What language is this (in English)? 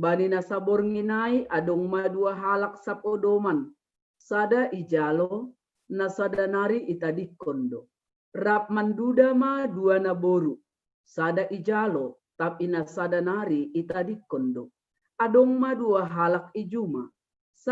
Batak Simalungun